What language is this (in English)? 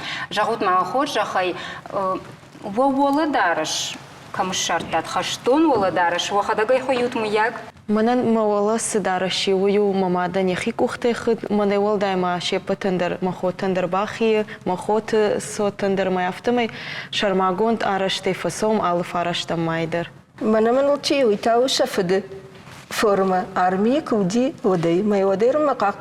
Ossetic